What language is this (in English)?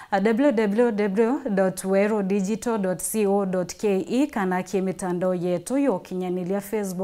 Meru